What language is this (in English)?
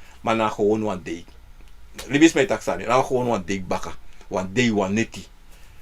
Sranan Tongo